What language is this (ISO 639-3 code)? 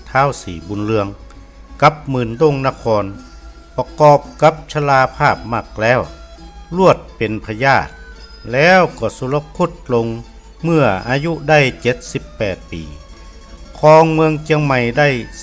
nod